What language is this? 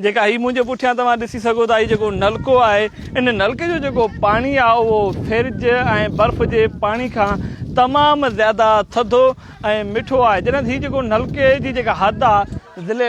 Sindhi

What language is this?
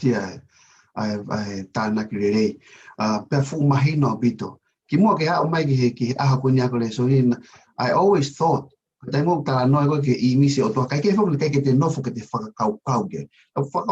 Tongan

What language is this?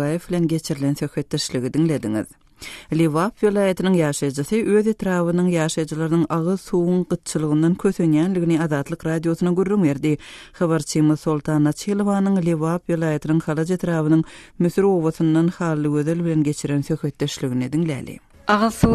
Turkmen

